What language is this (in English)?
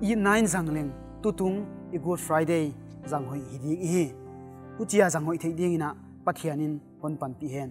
Paite Chin